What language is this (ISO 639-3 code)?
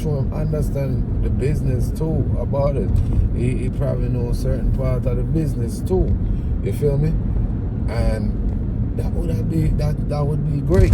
jam